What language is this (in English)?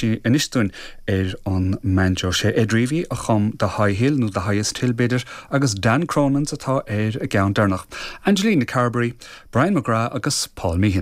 Irish